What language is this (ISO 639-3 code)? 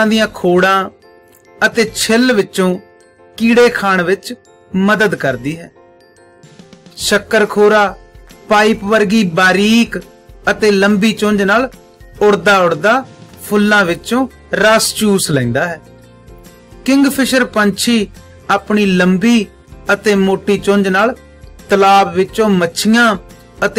pan